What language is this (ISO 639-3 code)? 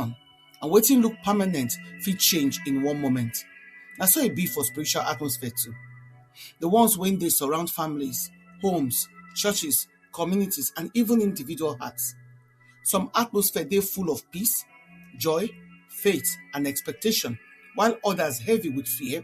pcm